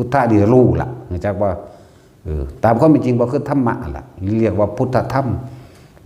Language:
Northeastern Thai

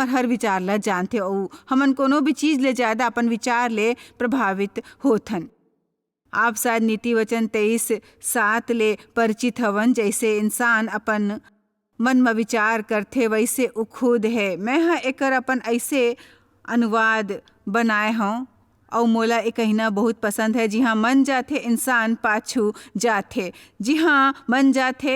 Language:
Chhattisgarhi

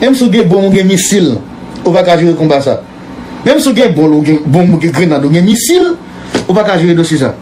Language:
Haitian Creole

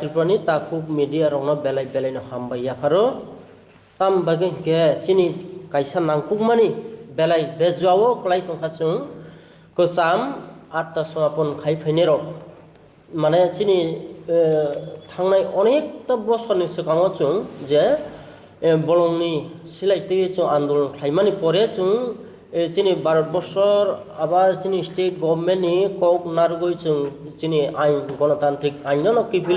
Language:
Riang (India)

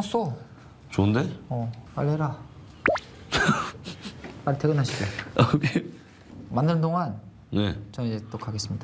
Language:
Korean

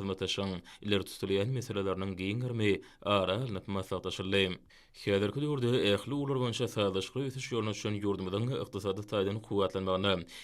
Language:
Turkmen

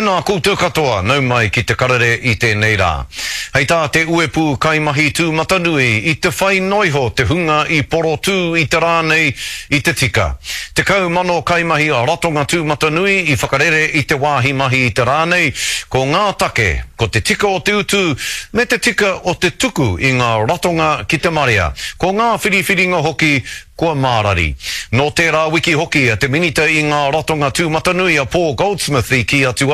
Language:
Māori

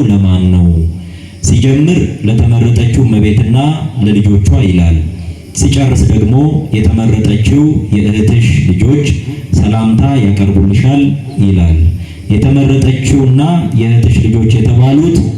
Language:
Amharic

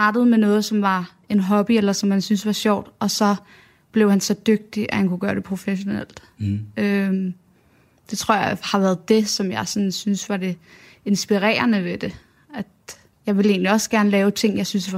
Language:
Danish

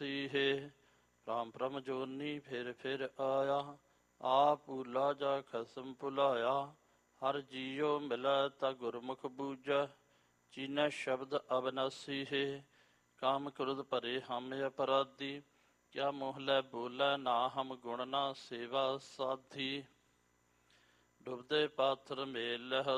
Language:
Punjabi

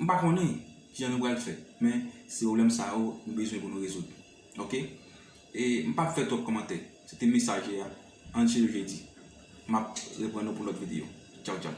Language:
Haitian Creole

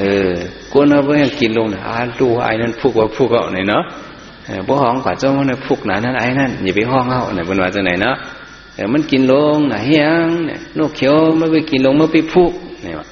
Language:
Shan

